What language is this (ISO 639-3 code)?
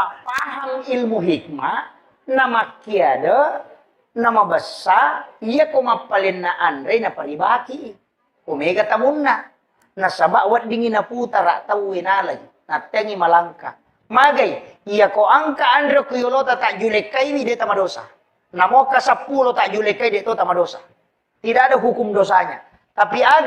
bug